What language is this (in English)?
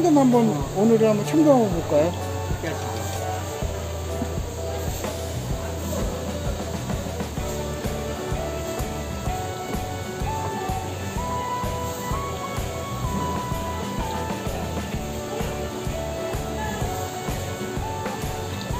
Korean